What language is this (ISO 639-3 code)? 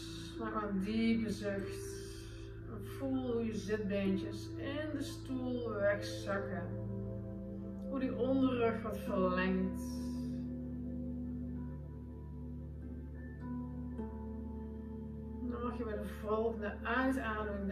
nld